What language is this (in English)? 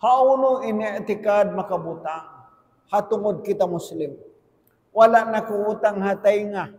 Tausug